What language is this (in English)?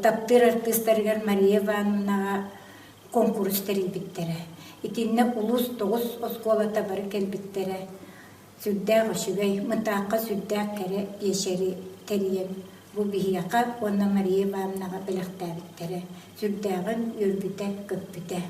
Yakut